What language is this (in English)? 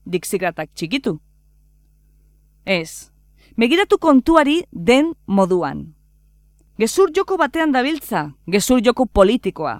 Basque